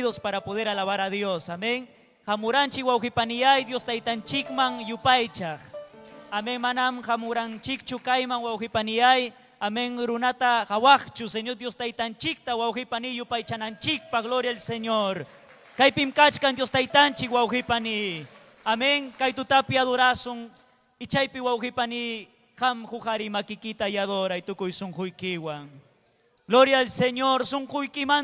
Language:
Ayacucho Quechua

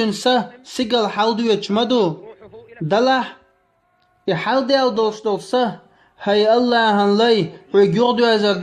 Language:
Chechen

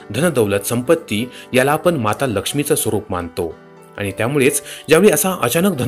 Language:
Marathi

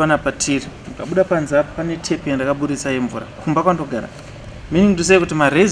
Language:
Shona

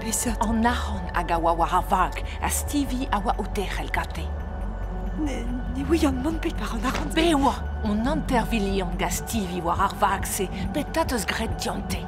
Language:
Breton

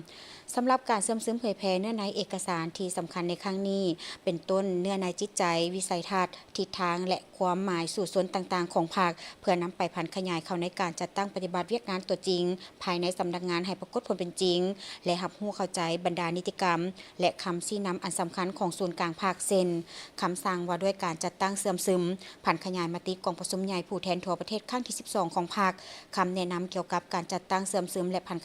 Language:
Lao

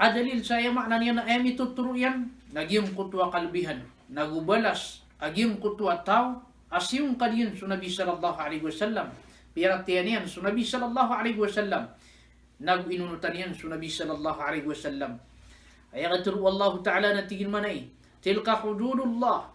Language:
Maranao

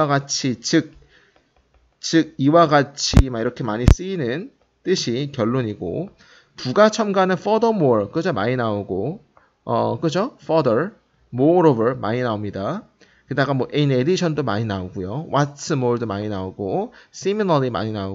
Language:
Korean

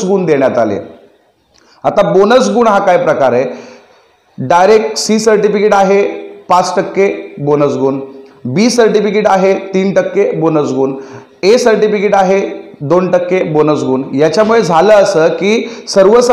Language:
Marathi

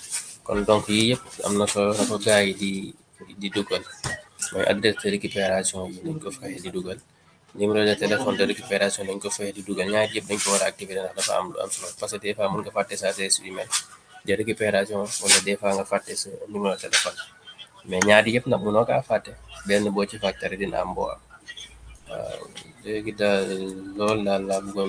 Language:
Wolof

